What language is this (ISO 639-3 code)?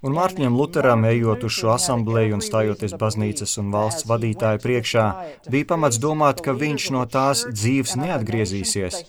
lav